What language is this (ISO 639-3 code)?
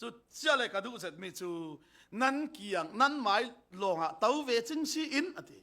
cfm